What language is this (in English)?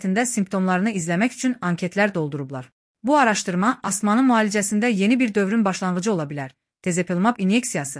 Azerbaijani